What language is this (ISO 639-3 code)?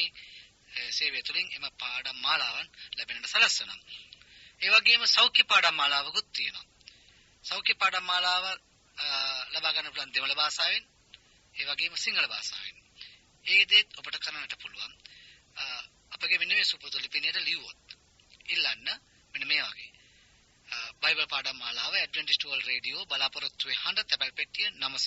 sin